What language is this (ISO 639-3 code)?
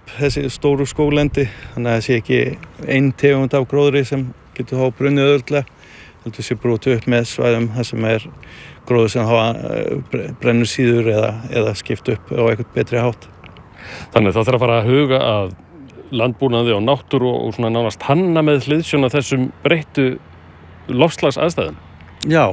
isl